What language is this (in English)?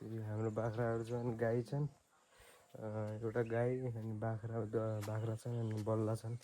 Nepali